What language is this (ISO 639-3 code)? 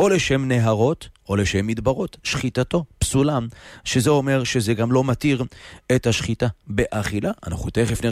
heb